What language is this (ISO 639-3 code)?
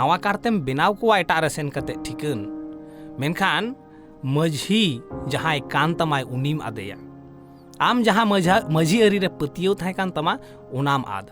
sat